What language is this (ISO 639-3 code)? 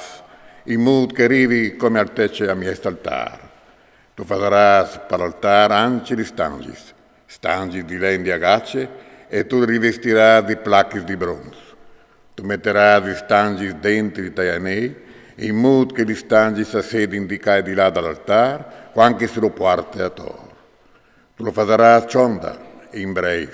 fur